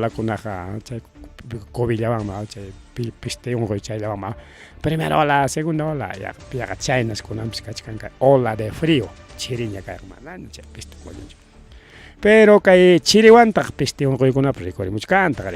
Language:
Ayacucho Quechua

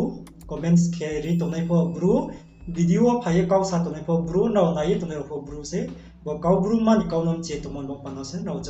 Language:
Riang (India)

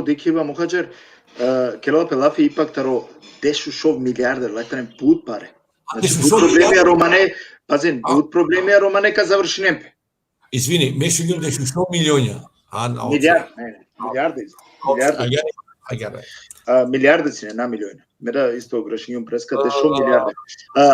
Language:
Balkan Romani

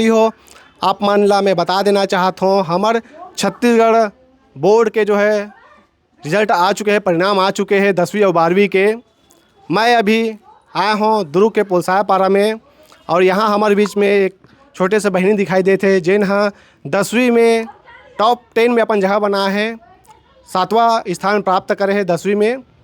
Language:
Chhattisgarhi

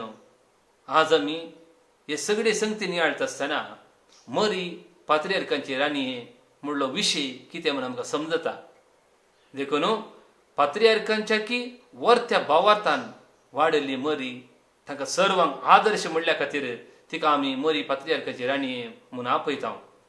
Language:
Konkani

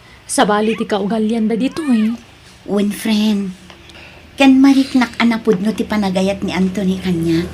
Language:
Iloko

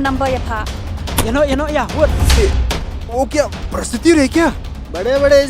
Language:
Khasi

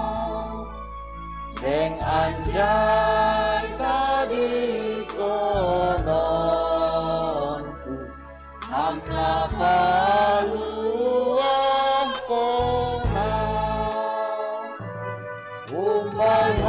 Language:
Batak Simalungun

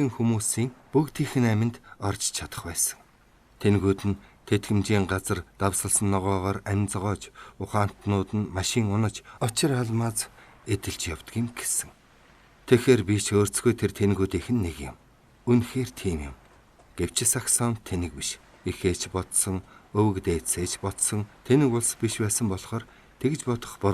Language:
Mongolian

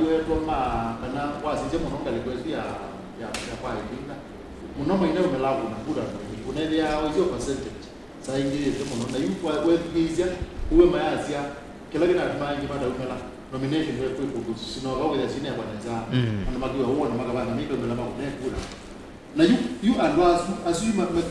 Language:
Kamba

